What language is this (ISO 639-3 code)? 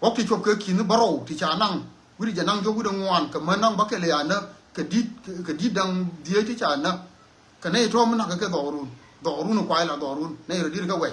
nus